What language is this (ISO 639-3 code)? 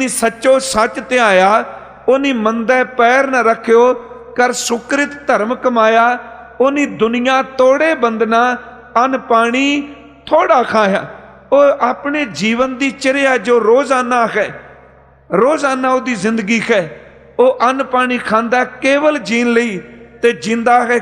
pan